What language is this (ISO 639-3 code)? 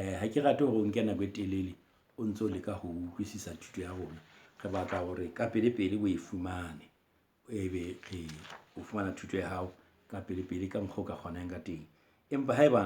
sot